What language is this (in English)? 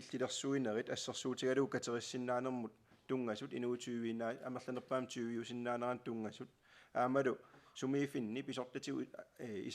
Kalaallisut